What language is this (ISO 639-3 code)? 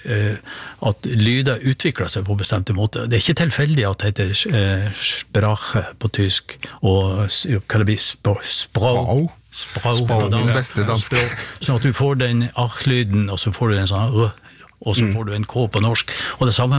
nor